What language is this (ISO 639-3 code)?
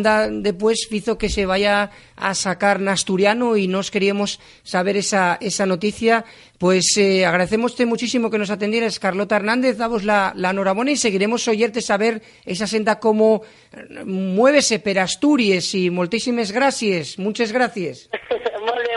ast